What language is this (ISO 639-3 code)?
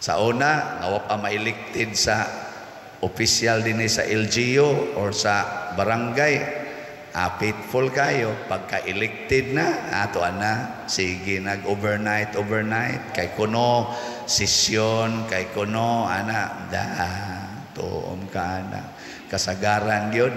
ceb